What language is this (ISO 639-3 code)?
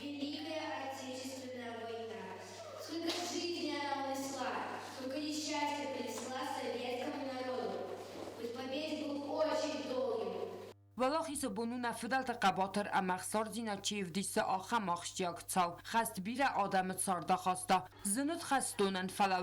oss